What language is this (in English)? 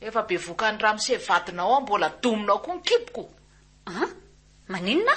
Malagasy